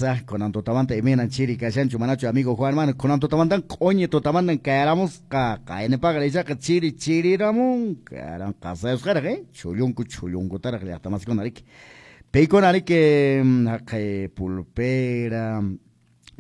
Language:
Quechua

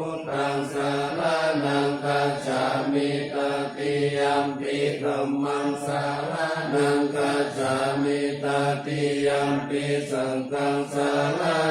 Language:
Pali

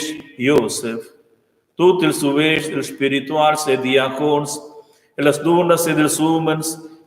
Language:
Romansh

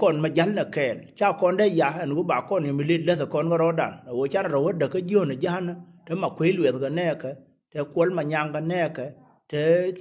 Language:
Nuer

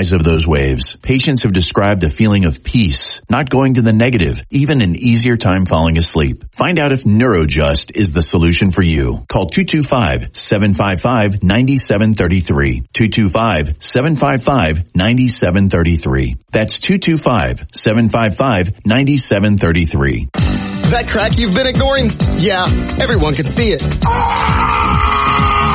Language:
English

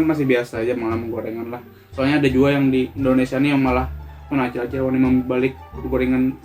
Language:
Banjar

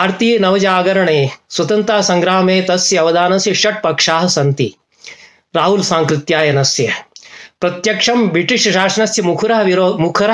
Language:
Sanskrit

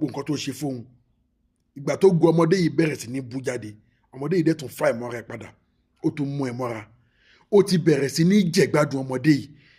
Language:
Yoruba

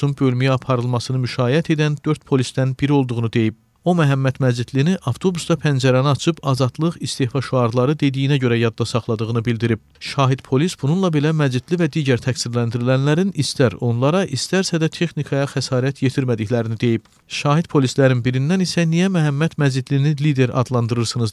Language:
Azerbaijani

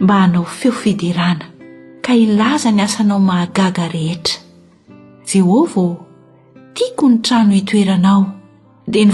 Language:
Malagasy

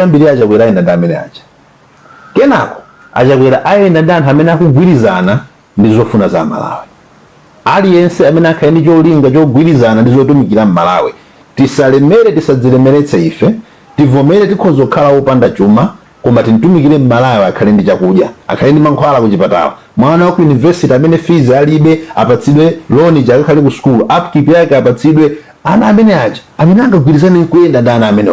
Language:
Nyanja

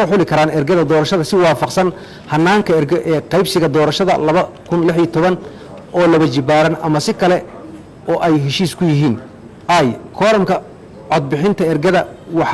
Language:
Somali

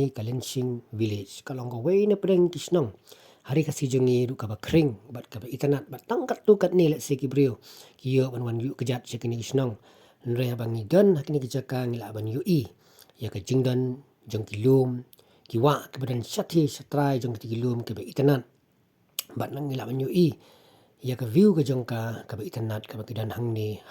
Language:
Khasi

